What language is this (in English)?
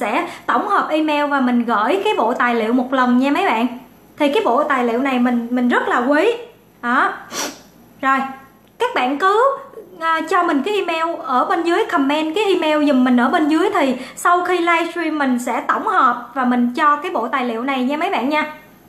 Vietnamese